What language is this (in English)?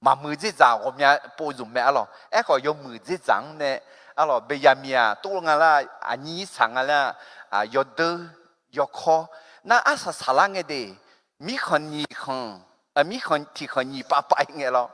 Akha